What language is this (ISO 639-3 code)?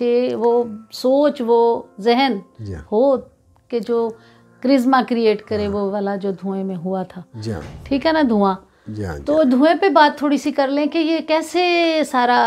urd